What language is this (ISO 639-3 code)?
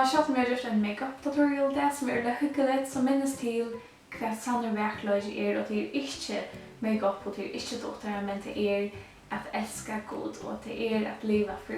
fao